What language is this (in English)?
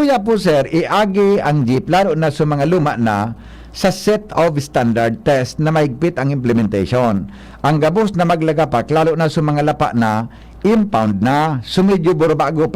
Bikol